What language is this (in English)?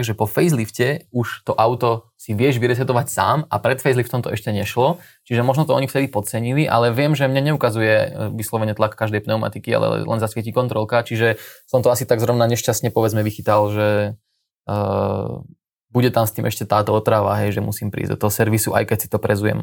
Slovak